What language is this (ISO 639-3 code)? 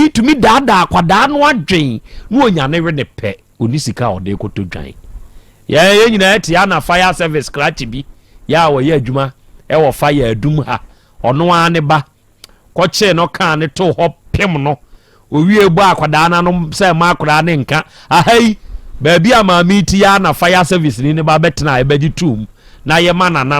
aka